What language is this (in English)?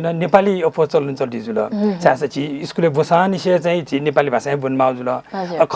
Newari